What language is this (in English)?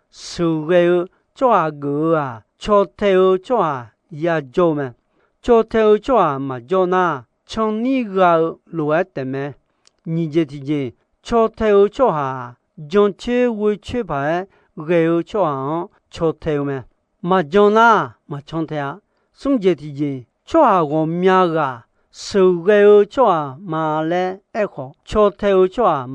Akha